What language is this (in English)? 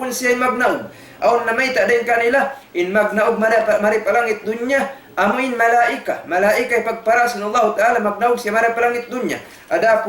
Tausug